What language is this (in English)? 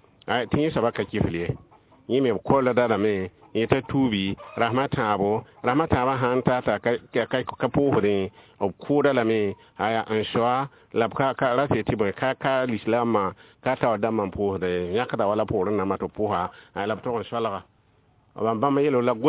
Mossi